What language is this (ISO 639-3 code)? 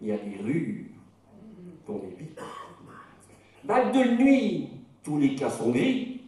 pcd